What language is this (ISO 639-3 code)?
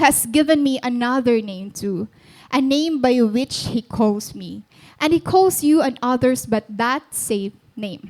war